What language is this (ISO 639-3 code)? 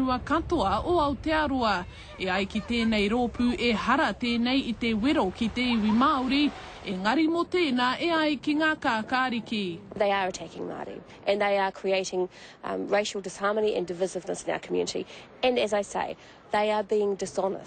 mri